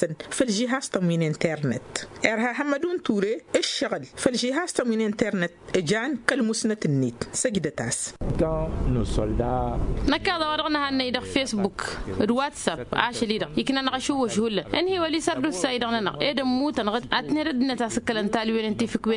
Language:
Tamasheq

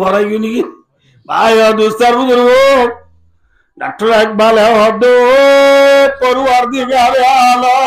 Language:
Rohingya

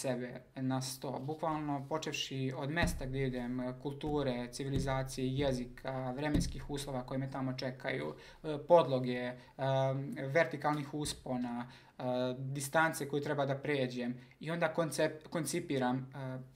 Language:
Serbian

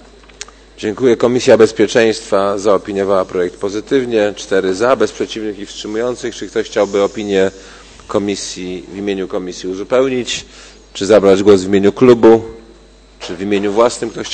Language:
Polish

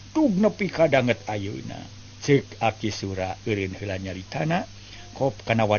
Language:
Sundanese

